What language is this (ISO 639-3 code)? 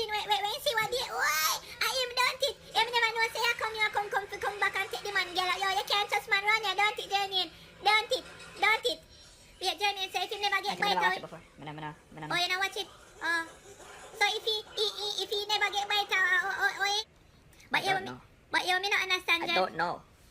jam